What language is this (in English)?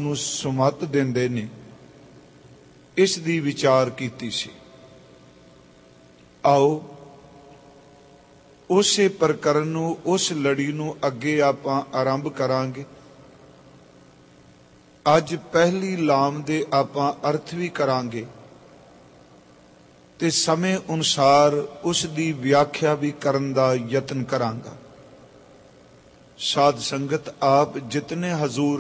Punjabi